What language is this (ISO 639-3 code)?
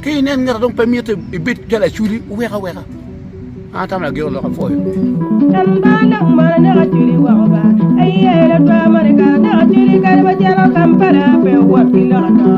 ach